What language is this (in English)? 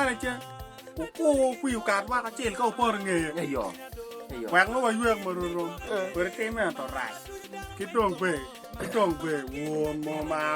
Acoli